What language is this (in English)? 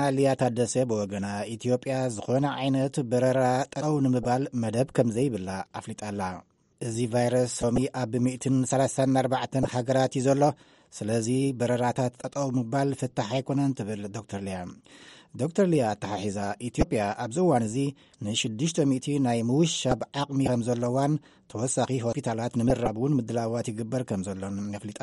Tigrinya